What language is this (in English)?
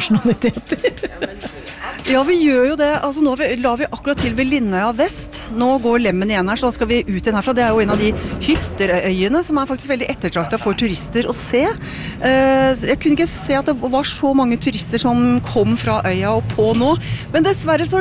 Norwegian